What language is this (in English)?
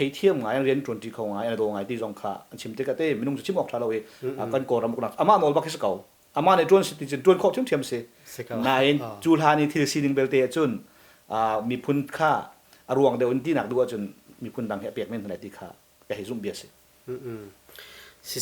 Hakha Chin